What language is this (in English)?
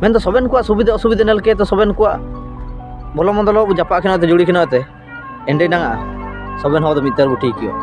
Ho